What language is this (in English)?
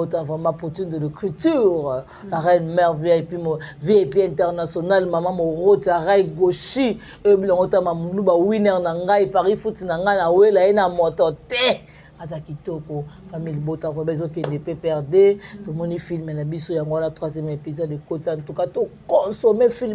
Lingala